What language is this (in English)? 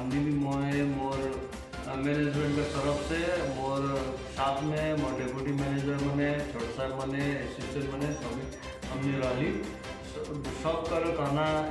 Sadri